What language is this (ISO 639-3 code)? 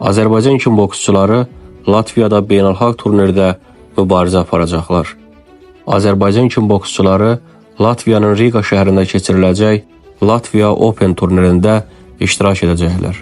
aze